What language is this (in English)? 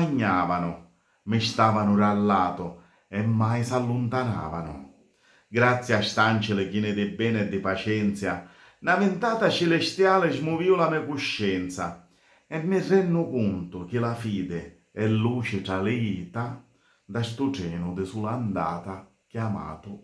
Sicilian